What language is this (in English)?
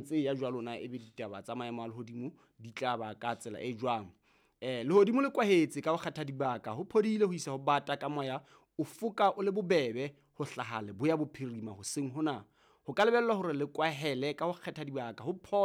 Southern Sotho